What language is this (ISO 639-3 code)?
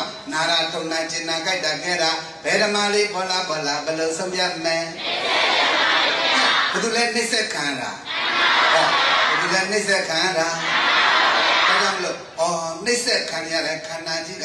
mya